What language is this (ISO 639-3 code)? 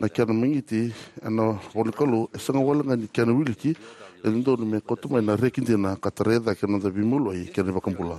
fij